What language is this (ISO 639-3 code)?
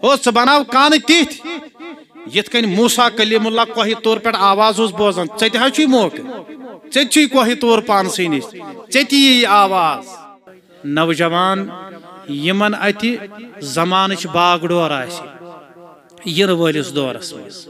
kas